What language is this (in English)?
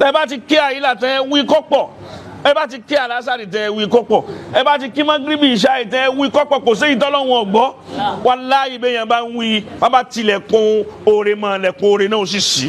Yoruba